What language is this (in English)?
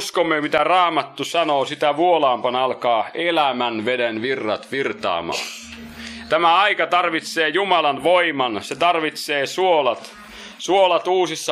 Finnish